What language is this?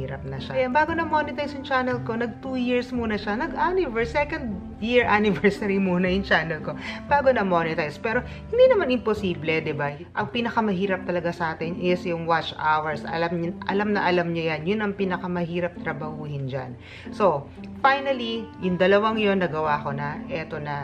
Filipino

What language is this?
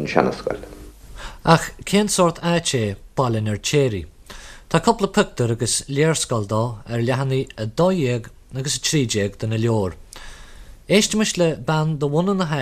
Irish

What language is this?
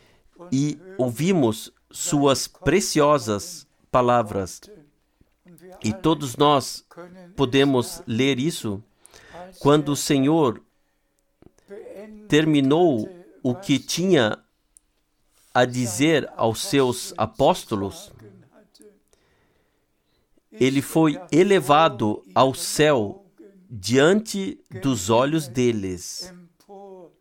Portuguese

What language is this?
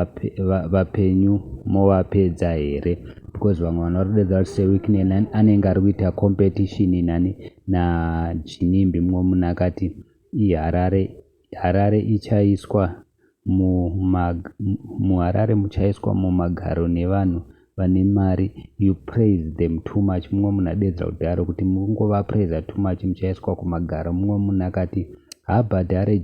Shona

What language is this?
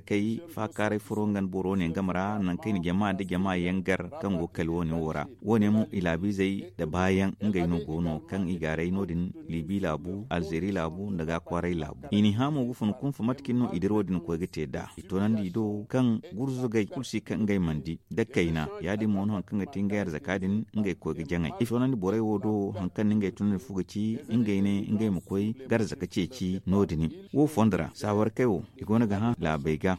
Zarma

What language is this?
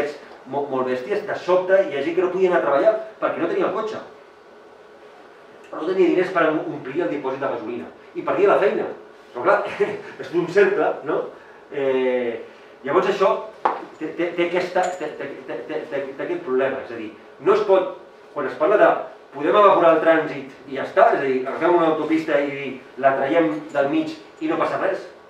Catalan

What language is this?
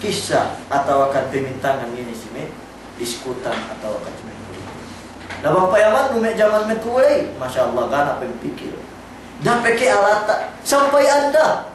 Yakan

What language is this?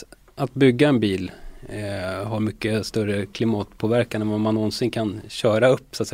Swedish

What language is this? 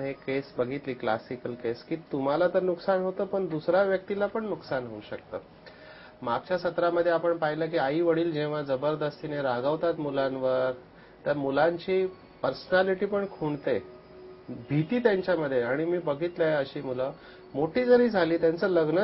Marathi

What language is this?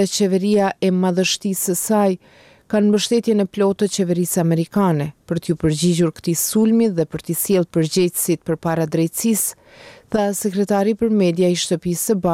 Albanian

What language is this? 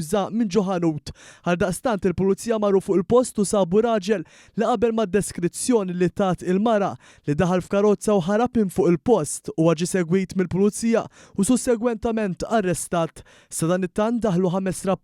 Maltese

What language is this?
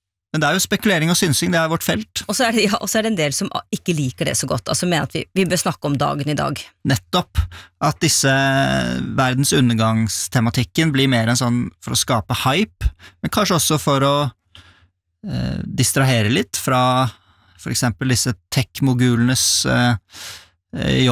Norwegian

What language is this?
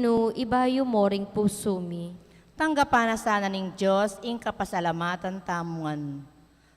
Pampanga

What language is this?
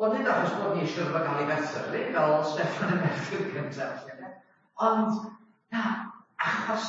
Welsh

